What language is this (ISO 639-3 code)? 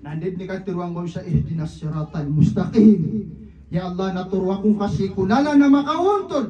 mrw